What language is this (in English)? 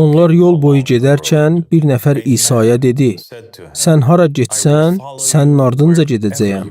Azerbaijani